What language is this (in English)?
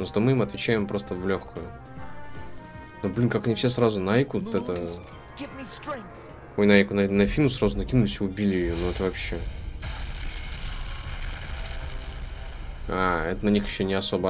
Russian